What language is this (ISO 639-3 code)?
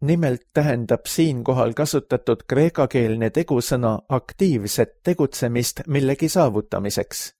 est